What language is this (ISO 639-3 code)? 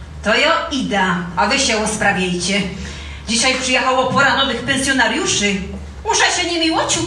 szl